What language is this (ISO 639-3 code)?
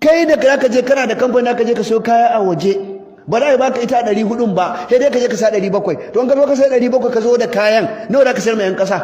hau